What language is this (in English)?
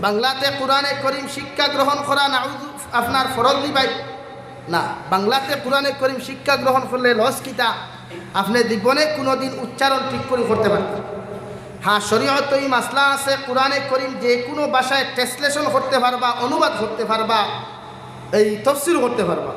Sylheti